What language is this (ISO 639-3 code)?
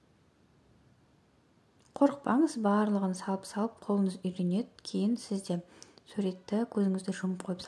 kaz